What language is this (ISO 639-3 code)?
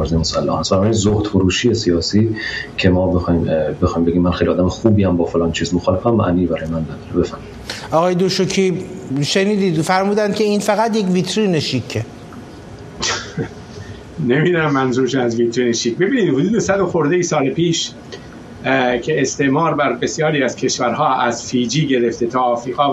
fas